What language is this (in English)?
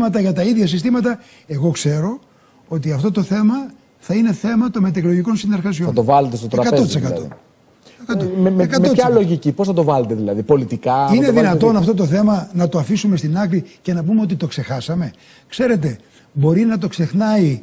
Greek